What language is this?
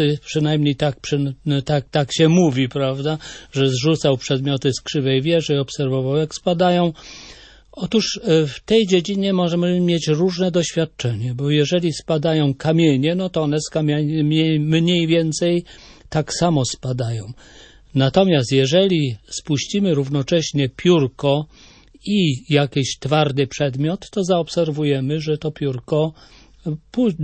Polish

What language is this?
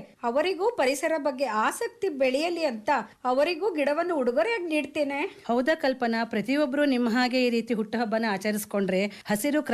Kannada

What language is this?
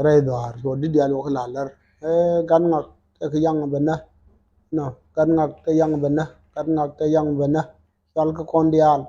Nuer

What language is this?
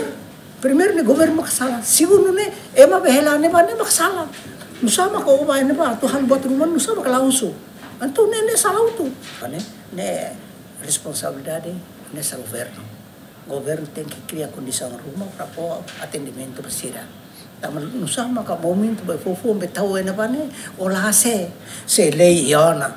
Tetum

